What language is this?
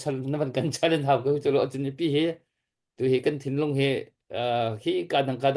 Hakha Chin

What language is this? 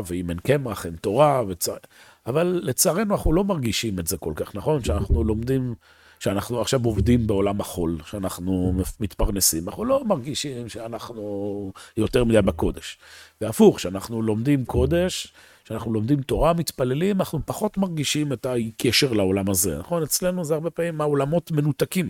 Hebrew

